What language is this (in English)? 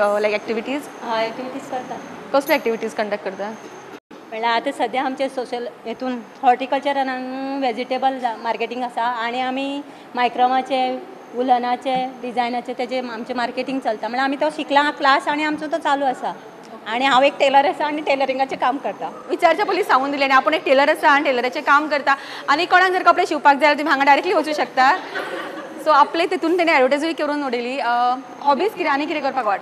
Konkani